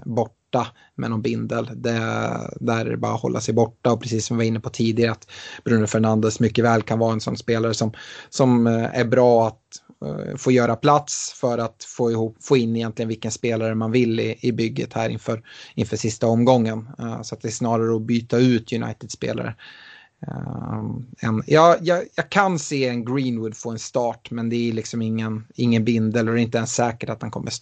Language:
Swedish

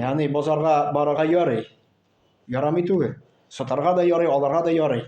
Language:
Tatar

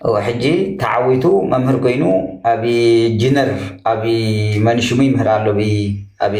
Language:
Tigrinya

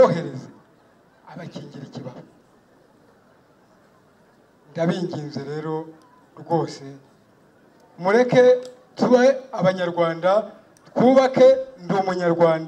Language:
Kinyarwanda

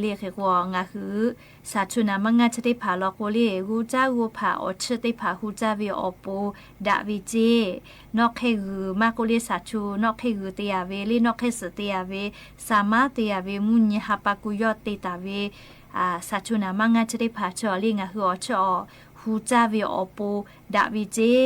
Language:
Lahu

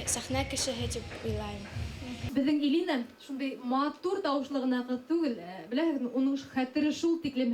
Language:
Bashkir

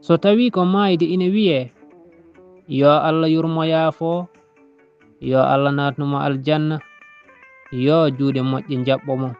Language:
Fula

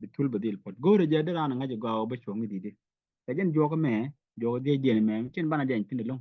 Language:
Nuer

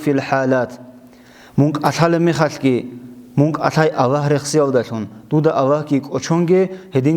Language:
Avaric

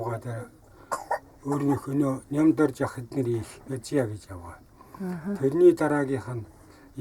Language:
Mongolian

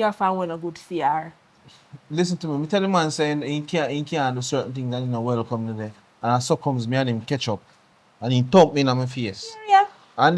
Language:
Jamaican Creole English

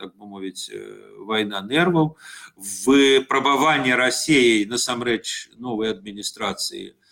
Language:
Belarusian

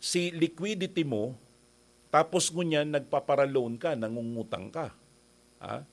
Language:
Bikol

